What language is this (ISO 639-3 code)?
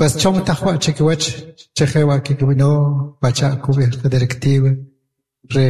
quc